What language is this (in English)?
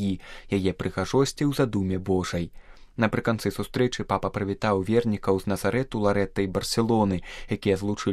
Belarusian